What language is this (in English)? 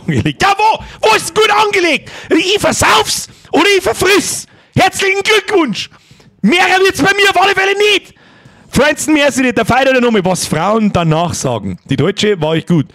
Bavarian